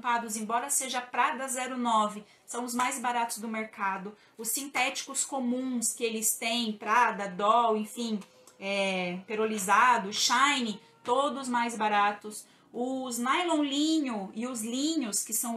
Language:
Portuguese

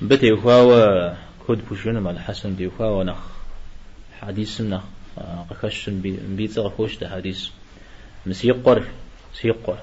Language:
Kabardian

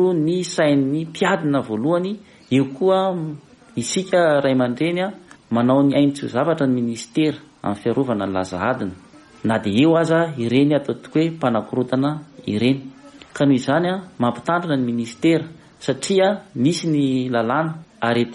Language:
Malagasy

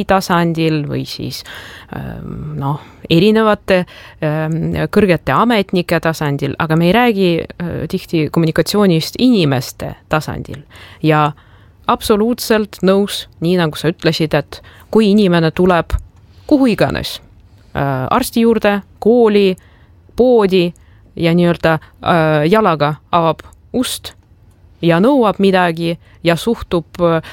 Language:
Estonian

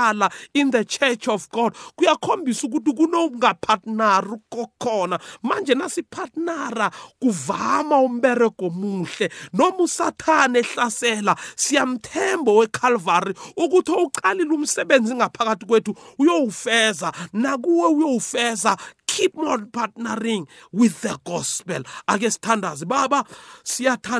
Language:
South Ndebele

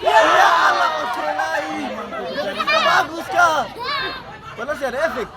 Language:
Ambonese Malay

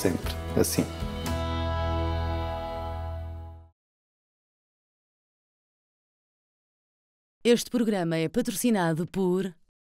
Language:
Portuguese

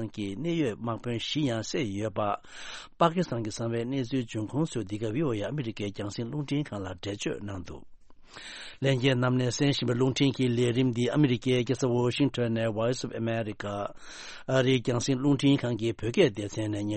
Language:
Tibetan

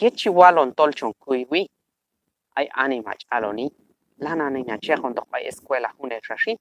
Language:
Q'anjob'al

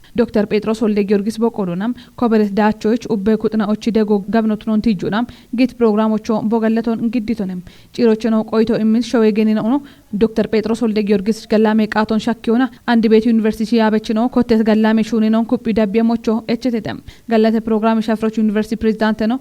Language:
Kafa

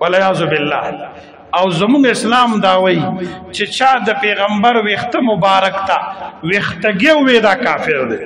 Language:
Pashto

